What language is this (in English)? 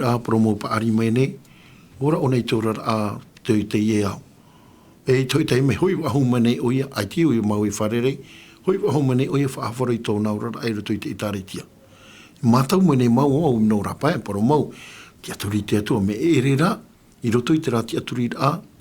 Tahitian